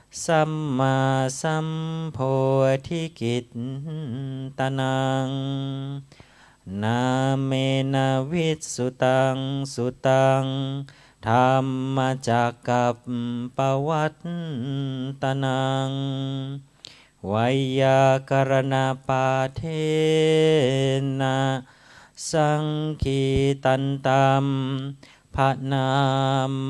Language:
Pali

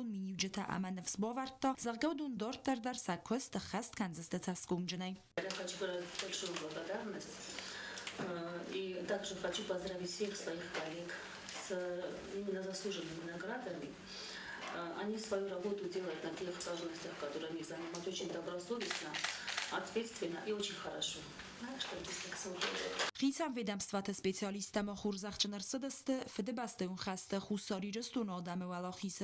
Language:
Ossetic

